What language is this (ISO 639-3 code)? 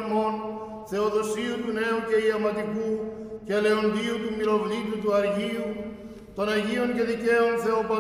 ell